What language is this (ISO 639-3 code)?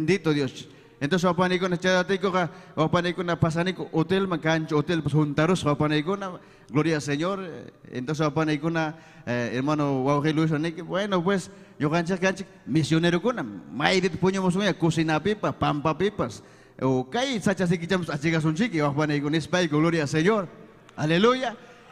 quy